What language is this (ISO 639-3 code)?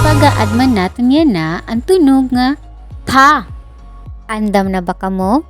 war